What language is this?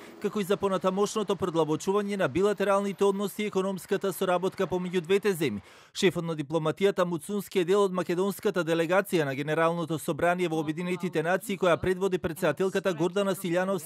Macedonian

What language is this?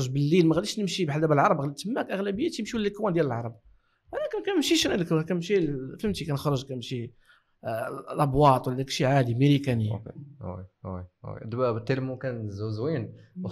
Moroccan Arabic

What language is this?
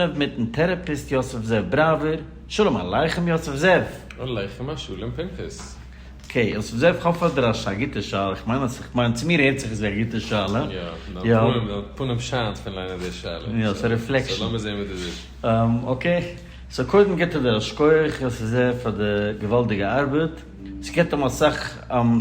Yiddish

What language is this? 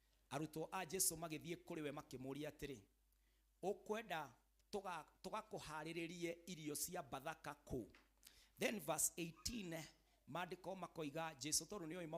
Kikuyu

